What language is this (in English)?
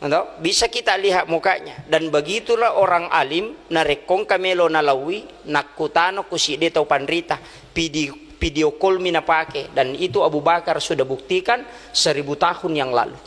Buginese